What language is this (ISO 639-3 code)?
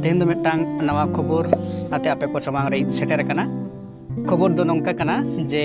sat